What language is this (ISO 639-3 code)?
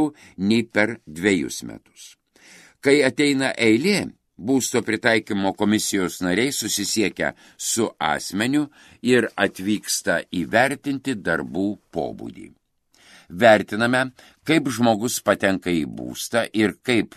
lit